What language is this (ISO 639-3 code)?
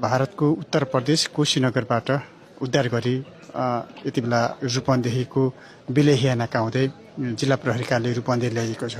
nep